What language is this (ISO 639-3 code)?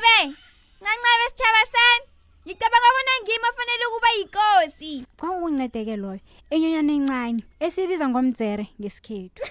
nbl